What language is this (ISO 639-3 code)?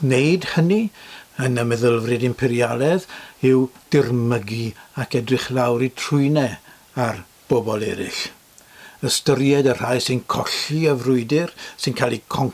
cym